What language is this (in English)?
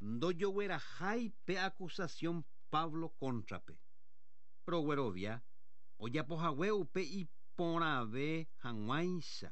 Guarani